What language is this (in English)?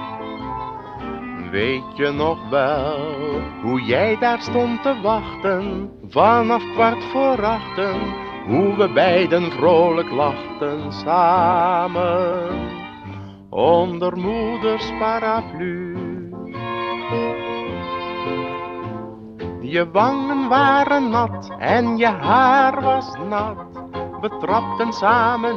Dutch